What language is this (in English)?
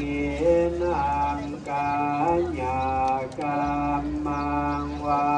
Lao